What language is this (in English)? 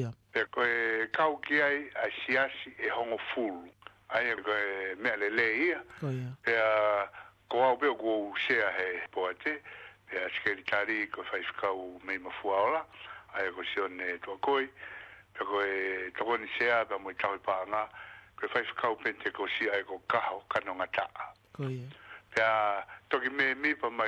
Tongan